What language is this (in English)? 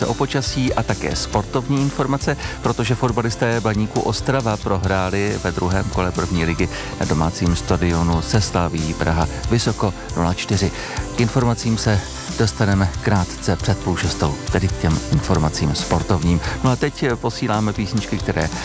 Czech